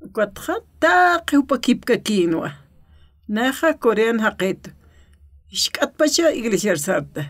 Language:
Aymara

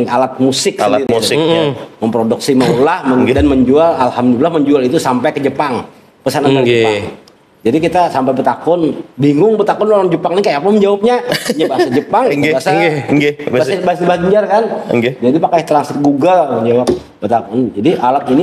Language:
Banjar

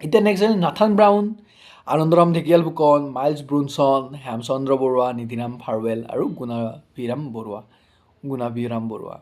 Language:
Assamese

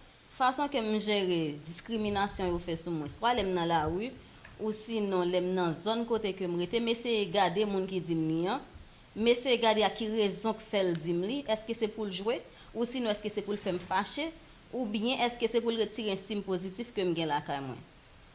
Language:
Haitian Creole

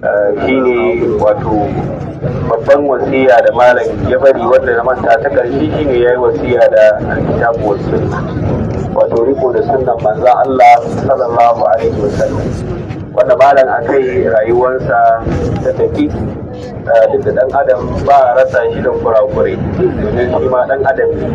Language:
Hausa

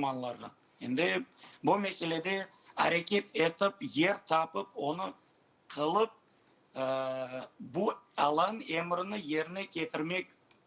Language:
Crimean Tatar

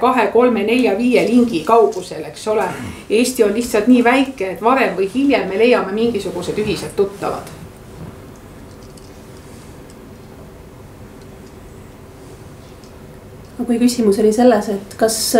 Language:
Estonian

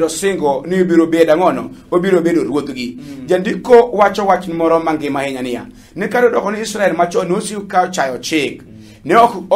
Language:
Luo (Kenya and Tanzania)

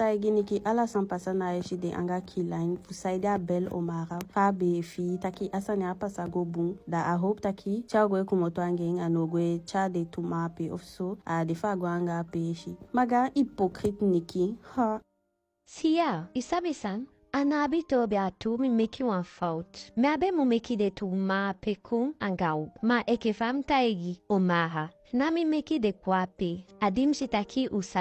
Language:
Eastern Maroon Creole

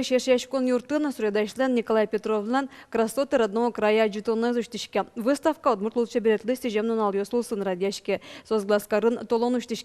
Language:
Udmurt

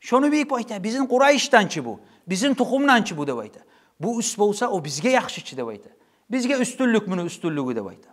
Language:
Kumyk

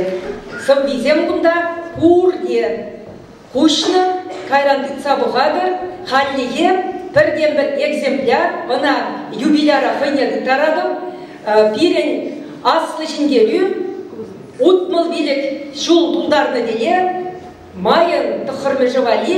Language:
Chuvash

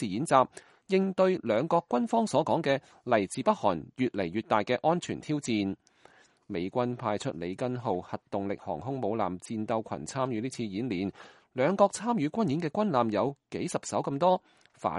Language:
Cantonese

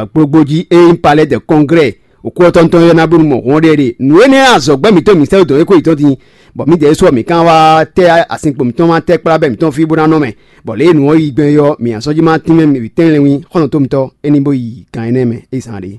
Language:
Fon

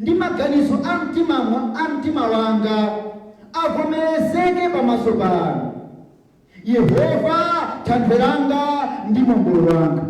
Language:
Nyanja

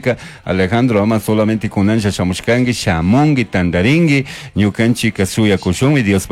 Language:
Chimborazo Highland Quichua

